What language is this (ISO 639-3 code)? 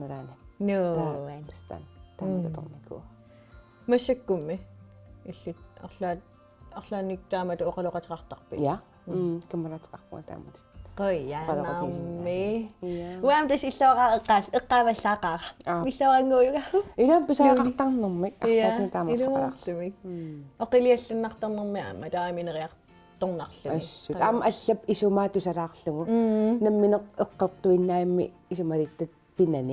kal